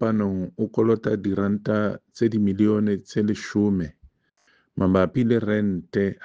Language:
Southern Sotho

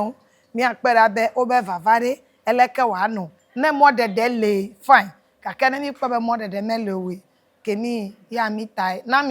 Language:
Ewe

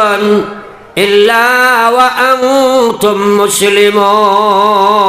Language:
Sylheti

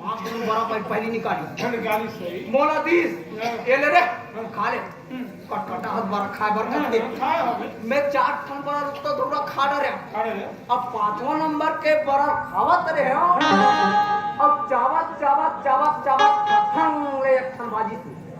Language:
Chhattisgarhi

